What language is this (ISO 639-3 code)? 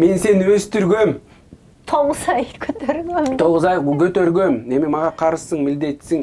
kir